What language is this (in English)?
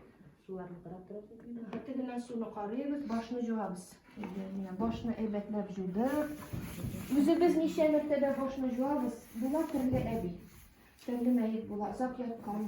Tatar